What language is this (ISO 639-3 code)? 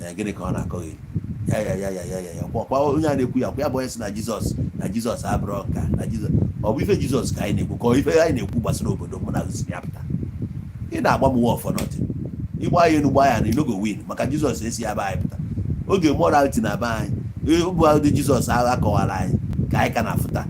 ibo